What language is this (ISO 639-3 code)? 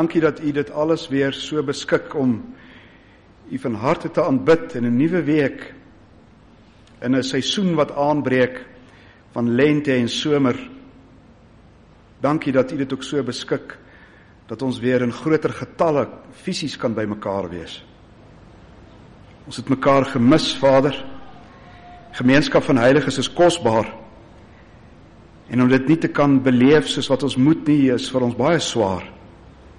afr